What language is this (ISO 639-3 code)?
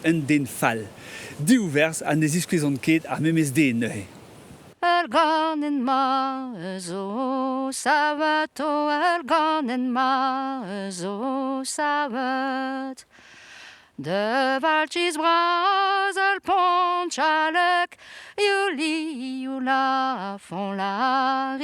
bre